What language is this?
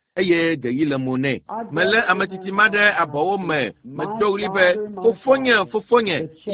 Ewe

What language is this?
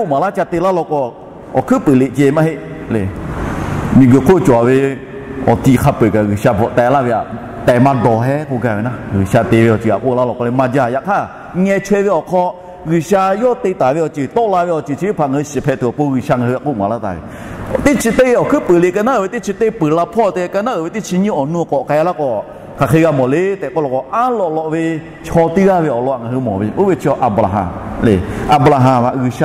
Lahu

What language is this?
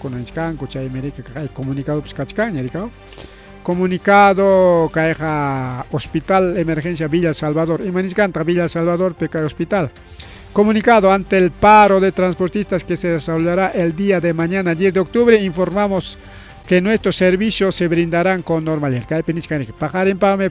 Ayacucho Quechua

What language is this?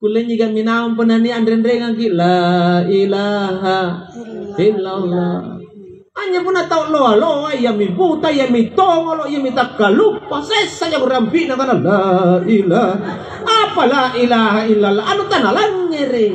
Makasar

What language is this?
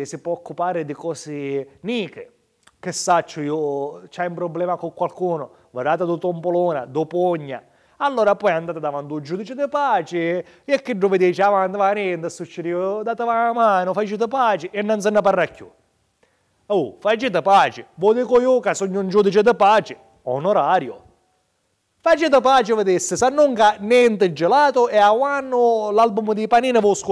Sicilian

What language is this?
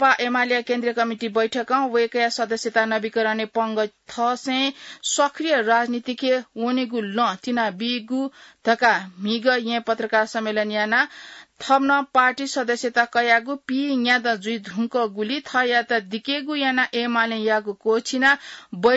Newari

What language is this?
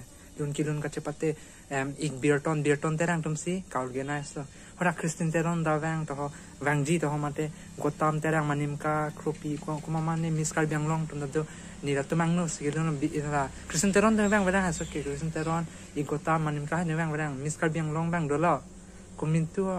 Karbi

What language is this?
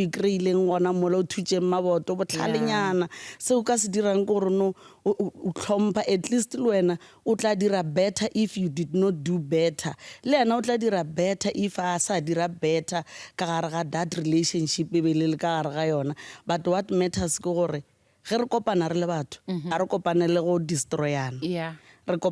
Northern Sotho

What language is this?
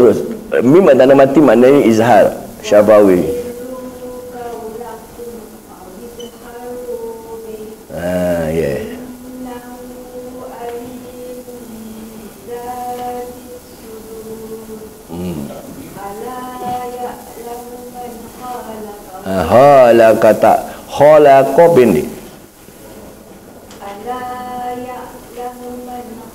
Malay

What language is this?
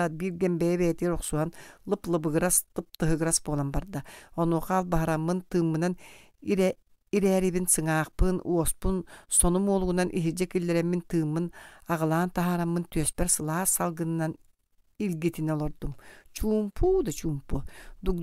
Yakut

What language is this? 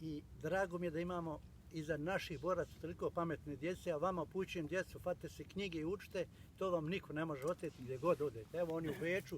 Bosnian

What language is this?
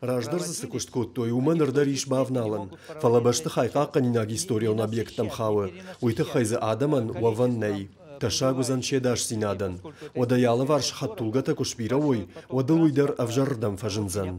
Ossetic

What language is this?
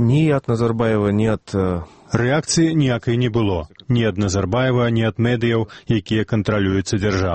Belarusian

